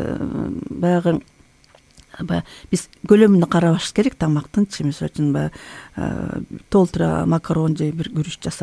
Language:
Kyrgyz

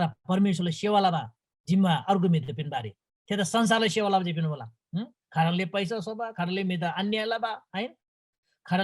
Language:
Eastern Tamang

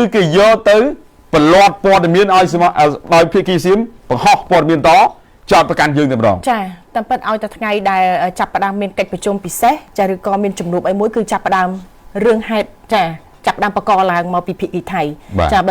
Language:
Khmer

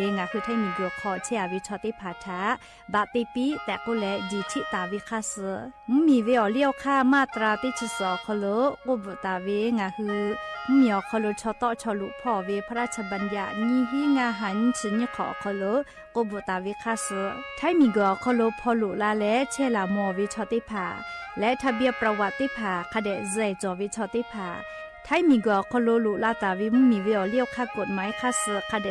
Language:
Lahu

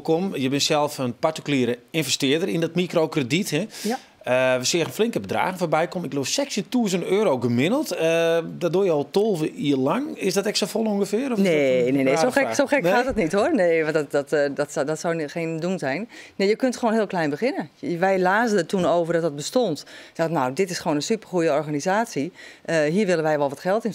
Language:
Western Frisian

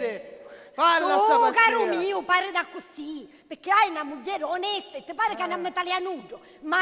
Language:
Sicilian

